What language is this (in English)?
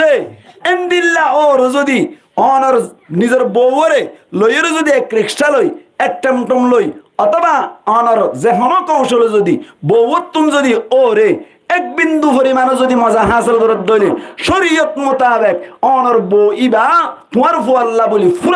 Rohingya